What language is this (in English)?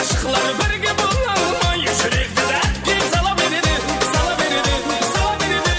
Kara-Kalpak